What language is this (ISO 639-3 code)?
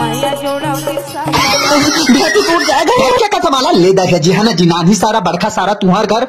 hne